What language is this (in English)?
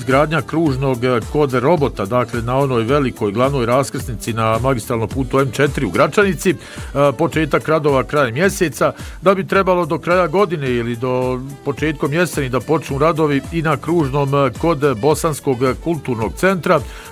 Bosnian